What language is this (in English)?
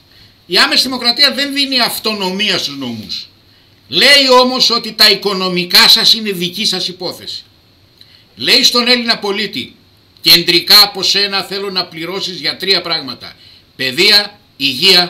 Greek